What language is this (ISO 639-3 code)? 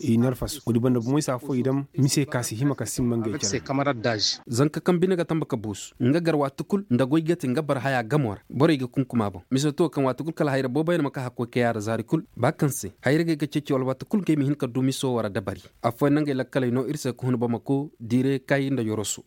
ses